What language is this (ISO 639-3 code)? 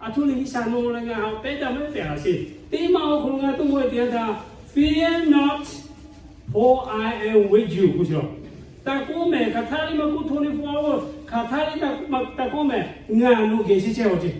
lhu